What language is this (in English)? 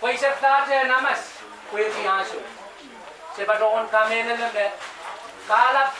Pohnpeian